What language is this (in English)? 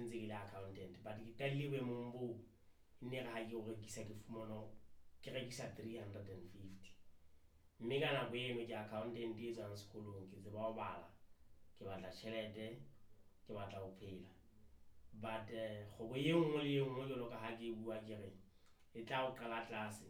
Southern Sotho